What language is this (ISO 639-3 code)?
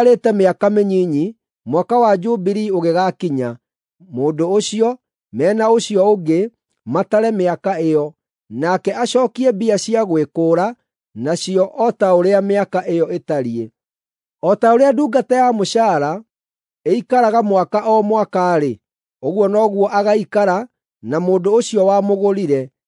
kik